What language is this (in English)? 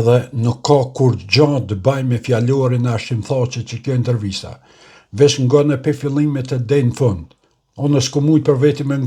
Albanian